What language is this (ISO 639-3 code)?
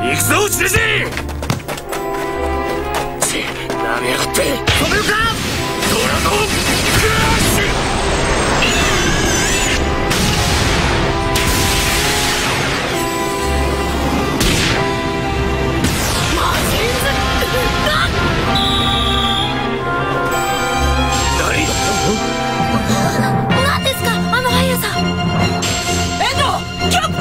jpn